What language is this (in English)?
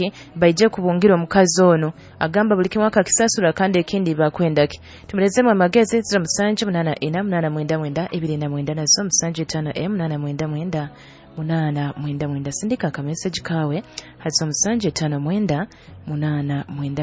Nyoro